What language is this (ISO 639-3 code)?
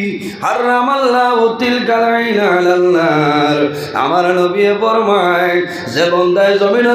syl